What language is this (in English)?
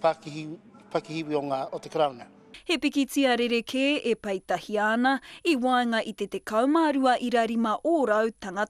Māori